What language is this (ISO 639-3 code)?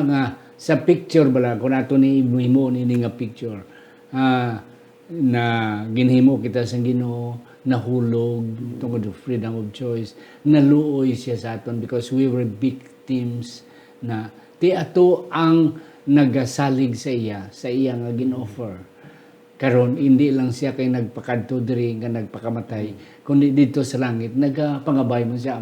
hil